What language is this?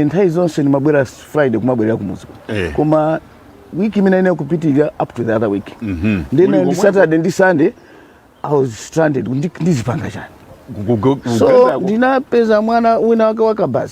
Nyanja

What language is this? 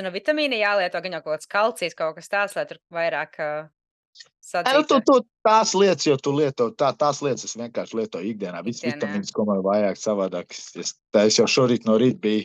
Latvian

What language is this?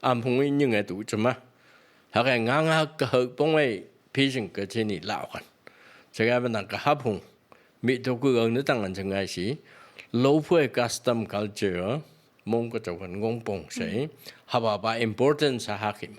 Phom Naga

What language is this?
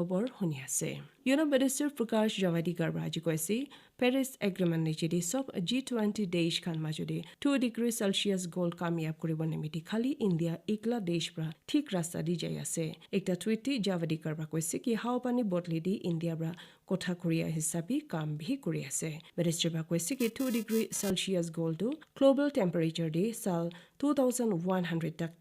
Naga Pidgin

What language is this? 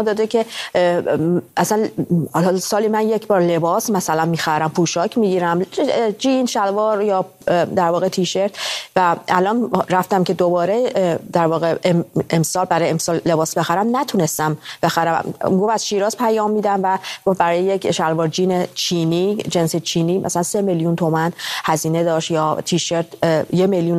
Persian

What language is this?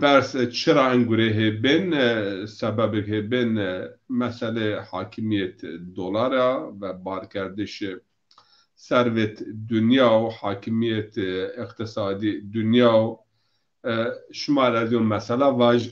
Zaza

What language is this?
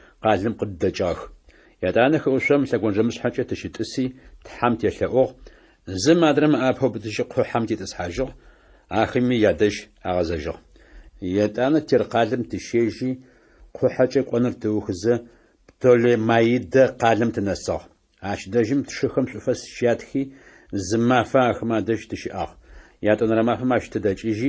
Adyghe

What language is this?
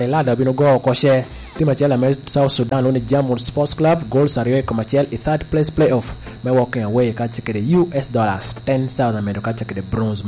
Lango (Uganda)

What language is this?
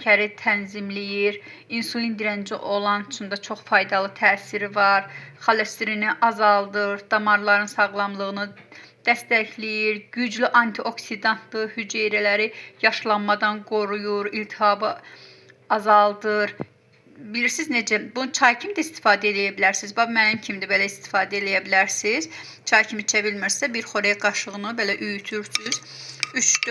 Azerbaijani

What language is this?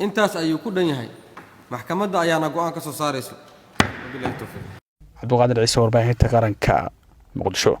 Somali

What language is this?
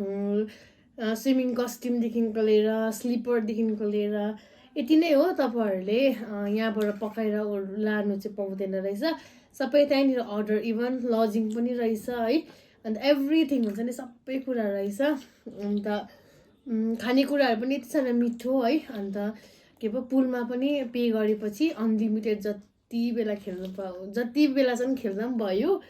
Nepali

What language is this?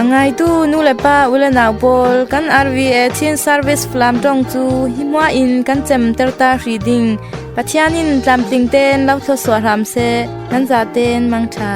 Falam Chin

